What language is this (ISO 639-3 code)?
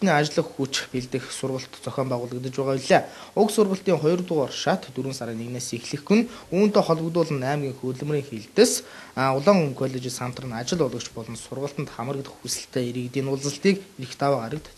mon